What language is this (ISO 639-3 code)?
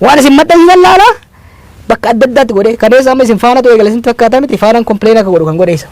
orm